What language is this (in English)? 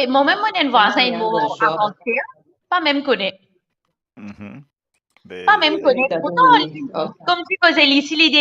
Morisyen